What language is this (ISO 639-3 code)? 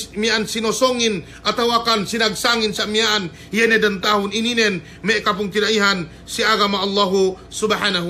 yka